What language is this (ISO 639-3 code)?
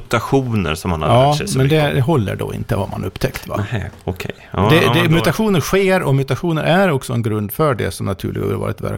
swe